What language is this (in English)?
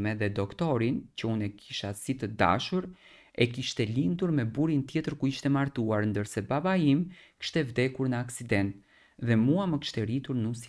Albanian